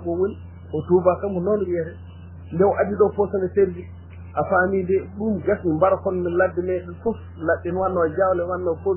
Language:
Fula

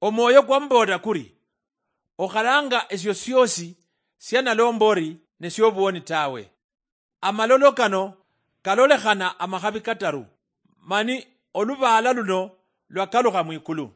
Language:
Luyia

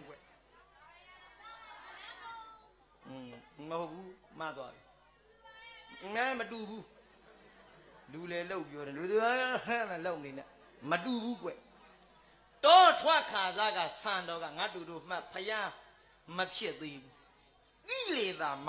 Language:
Burmese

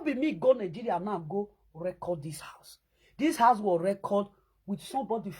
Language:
Nigerian Pidgin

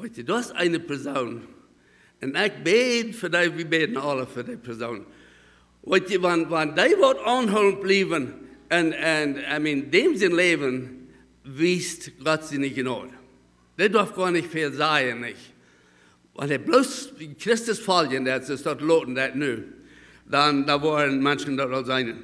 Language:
Plautdietsch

